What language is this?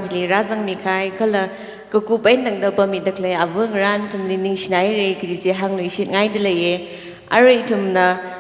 Tangkhul Naga (India)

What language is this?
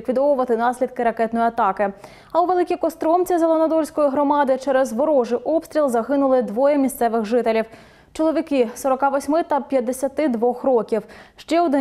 Ukrainian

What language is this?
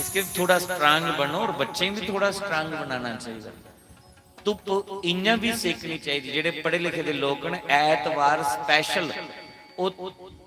Dogri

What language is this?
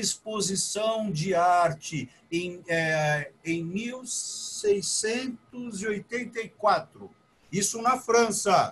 Portuguese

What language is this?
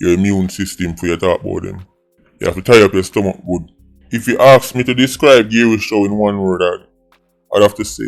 Jamaican Creole English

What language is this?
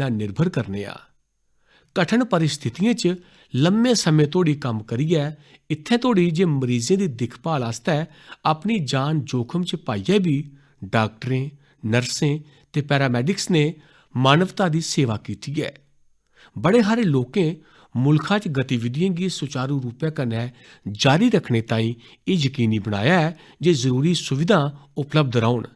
Dogri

